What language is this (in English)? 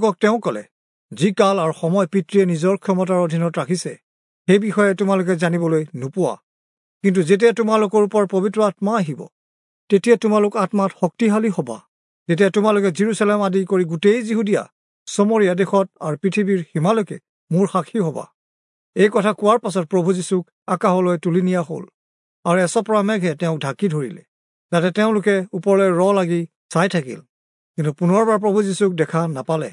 Assamese